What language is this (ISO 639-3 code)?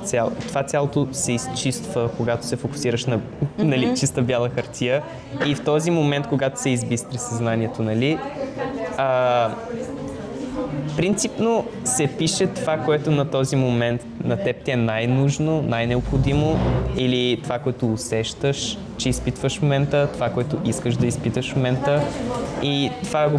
bul